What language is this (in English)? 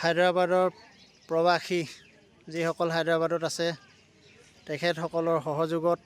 Assamese